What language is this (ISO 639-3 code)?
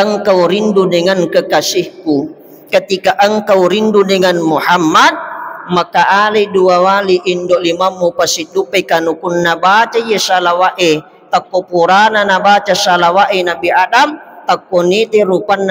bug